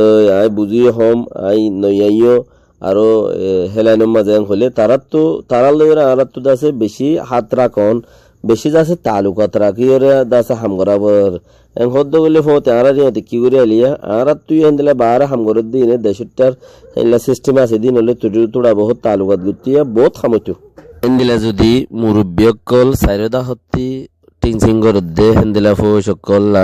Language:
Rohingya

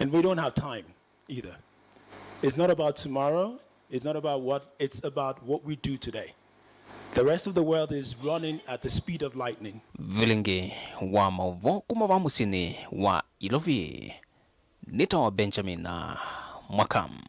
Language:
Kamba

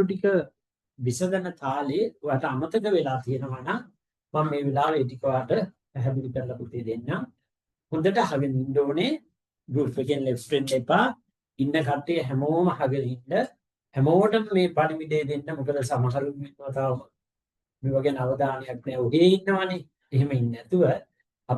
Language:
Sinhala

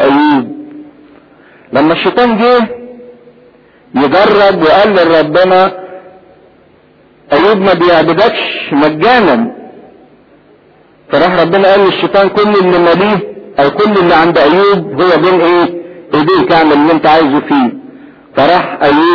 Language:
Egyptian Arabic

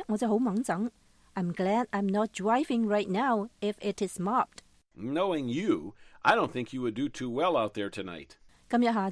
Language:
Cantonese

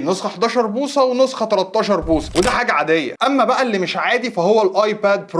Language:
Egyptian Arabic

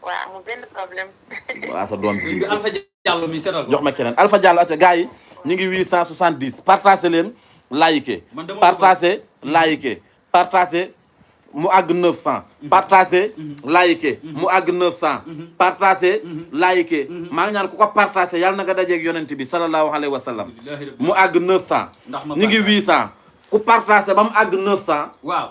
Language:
Wolof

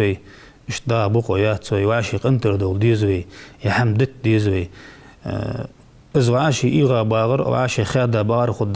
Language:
Ingush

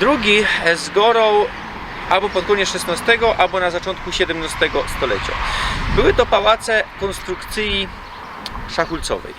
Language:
Silesian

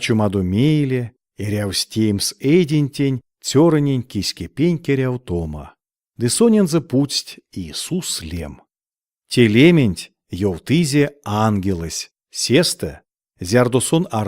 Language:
Erzya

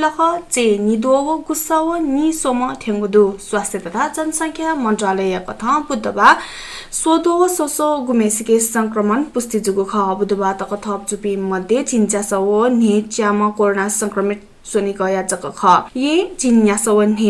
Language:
Newari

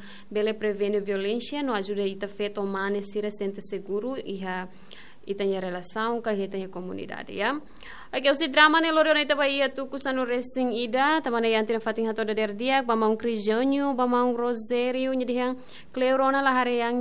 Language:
Tetum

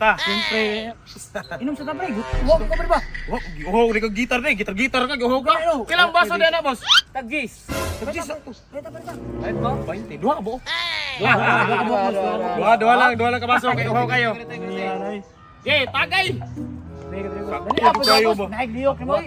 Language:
Cebuano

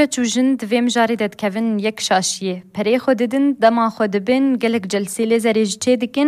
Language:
Kurdish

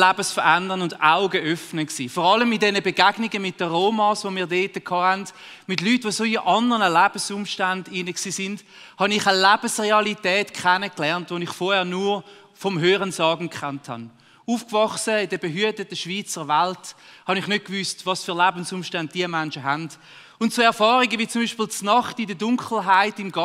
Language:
Swiss German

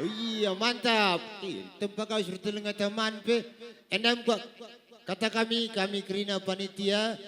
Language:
Batak Karo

